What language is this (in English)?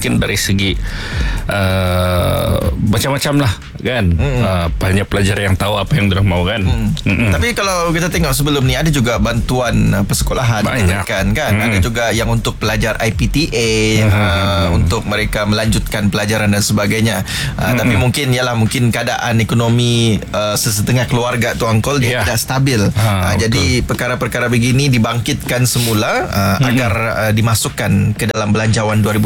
Malay